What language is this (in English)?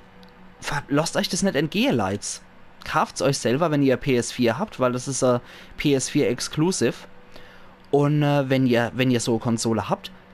Palatine German